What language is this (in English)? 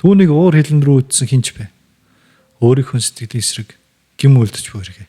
Mongolian